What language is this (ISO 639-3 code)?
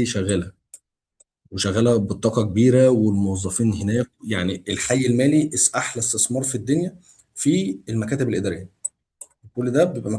arz